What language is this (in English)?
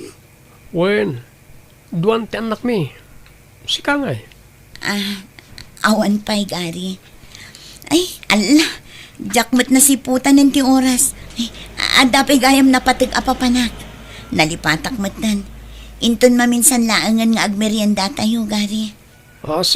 Iloko